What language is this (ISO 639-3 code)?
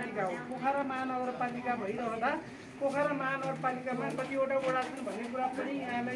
nep